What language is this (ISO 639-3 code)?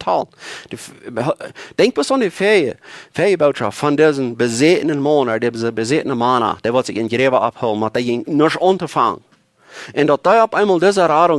pdt